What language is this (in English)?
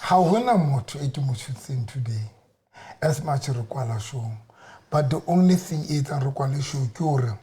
Southern Sotho